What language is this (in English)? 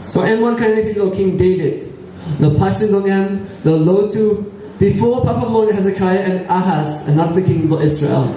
Tok Pisin